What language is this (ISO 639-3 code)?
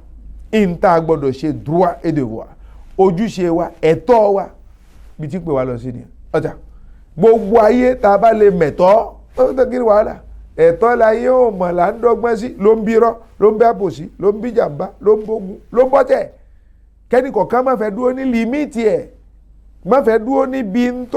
yor